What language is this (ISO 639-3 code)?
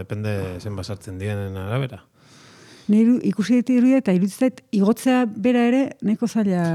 eus